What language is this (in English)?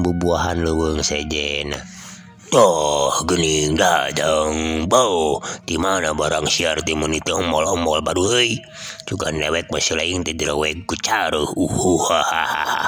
Sundanese